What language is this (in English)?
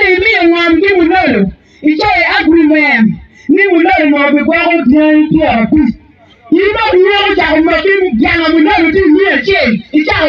Acoli